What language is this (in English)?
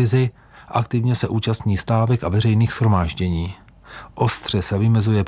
Czech